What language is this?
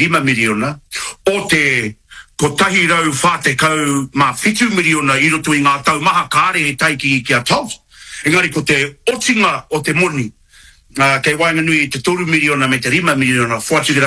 Māori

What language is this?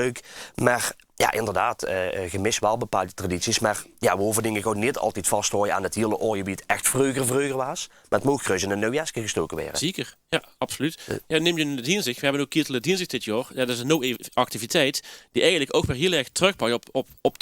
Limburgish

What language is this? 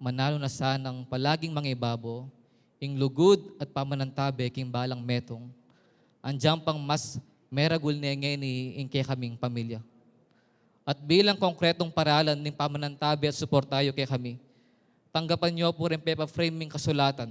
Pampanga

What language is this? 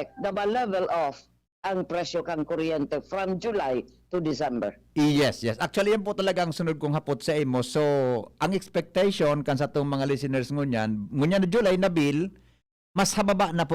Bikol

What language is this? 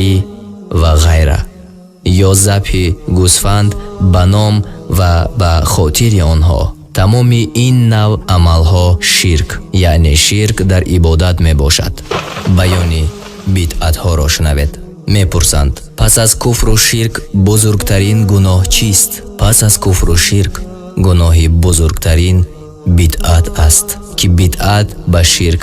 Tajik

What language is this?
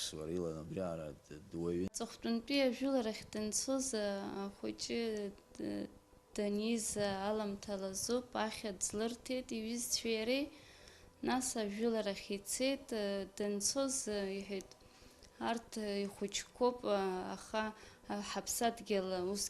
Abkhazian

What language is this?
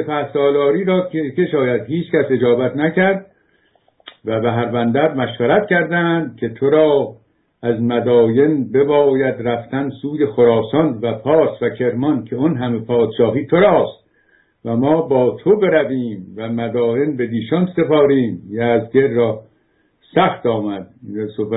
Persian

